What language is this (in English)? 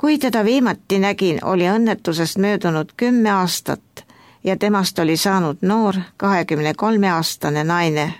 Estonian